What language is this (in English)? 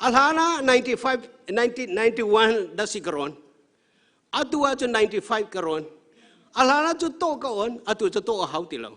Hakha Chin